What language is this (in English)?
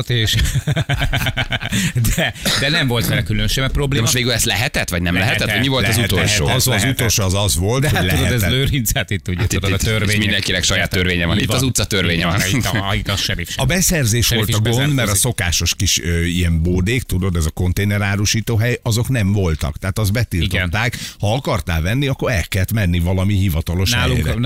Hungarian